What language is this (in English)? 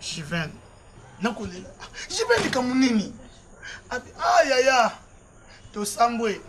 Lingala